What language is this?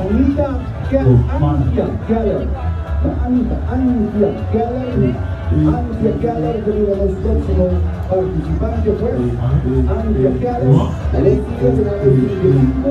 Papiamento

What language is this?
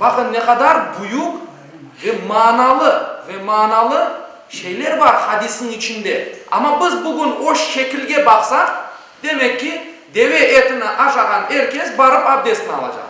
Crimean Tatar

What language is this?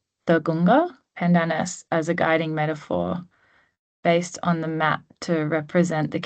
Gumatj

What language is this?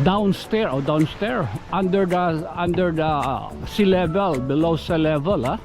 Waray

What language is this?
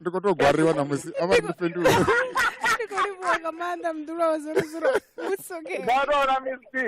Venda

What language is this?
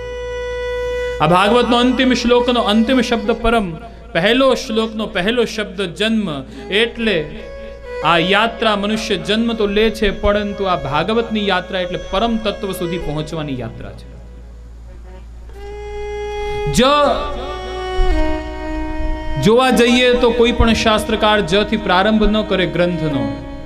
Gujarati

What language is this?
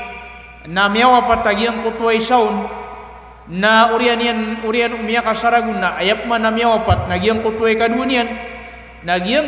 Maranao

